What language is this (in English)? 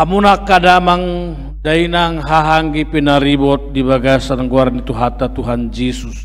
Batak Toba